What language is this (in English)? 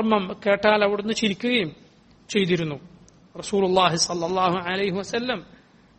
Malayalam